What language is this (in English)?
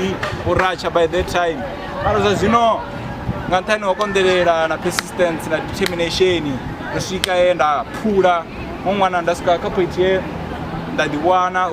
Venda